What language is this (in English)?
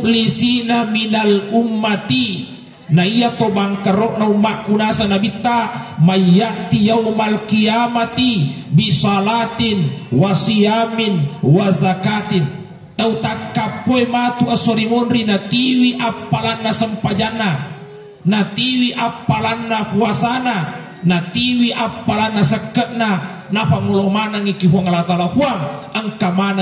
Buginese